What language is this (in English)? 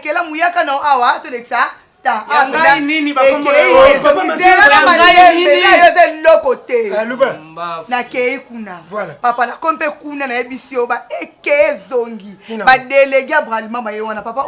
Lingala